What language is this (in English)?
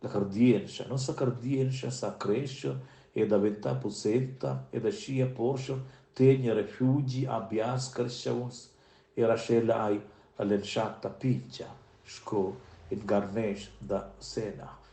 Romansh